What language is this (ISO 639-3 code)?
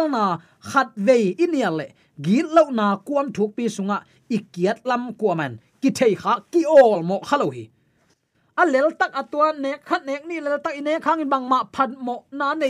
ctd